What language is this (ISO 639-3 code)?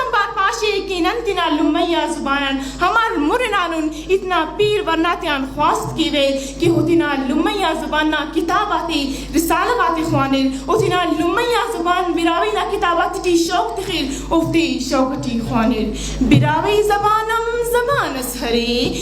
brh